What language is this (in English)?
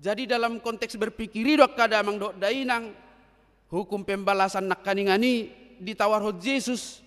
Batak Toba